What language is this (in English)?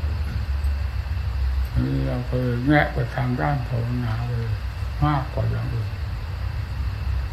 Thai